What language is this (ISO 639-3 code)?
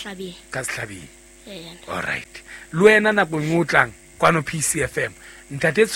sot